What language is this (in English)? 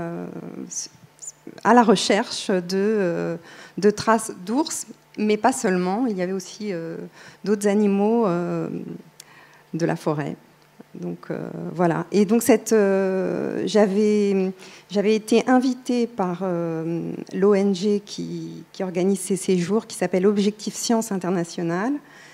French